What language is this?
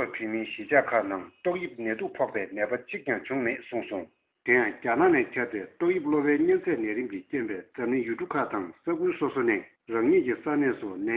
Tibetan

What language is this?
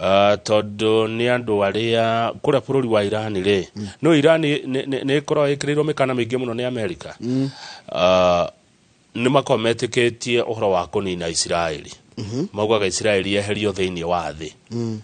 Kikuyu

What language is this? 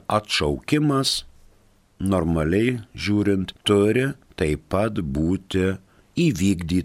Lithuanian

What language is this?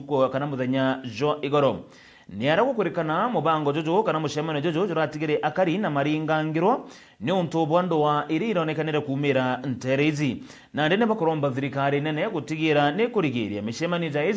Meru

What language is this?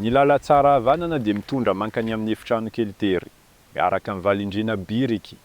Malagasy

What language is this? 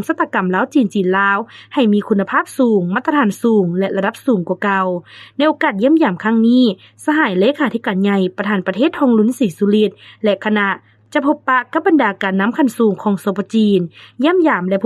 Lao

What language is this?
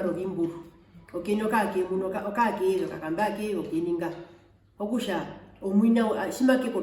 Herero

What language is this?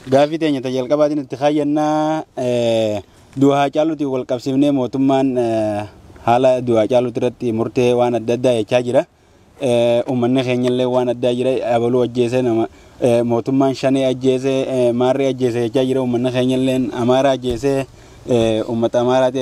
Oromo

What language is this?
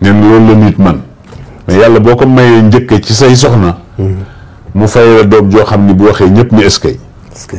Wolof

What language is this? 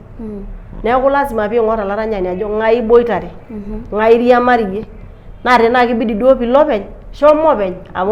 Masai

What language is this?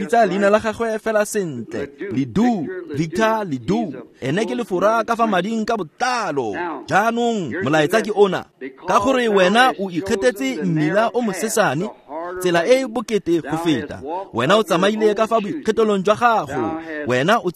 Tswana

